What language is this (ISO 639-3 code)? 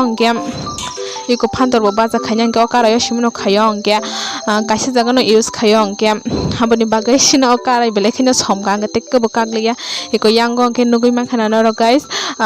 trp